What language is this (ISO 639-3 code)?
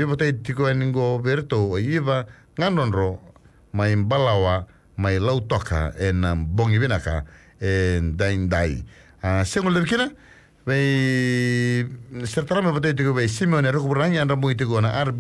fij